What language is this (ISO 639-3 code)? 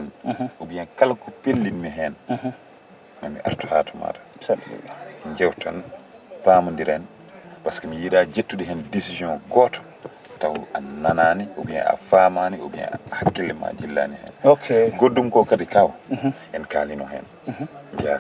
ful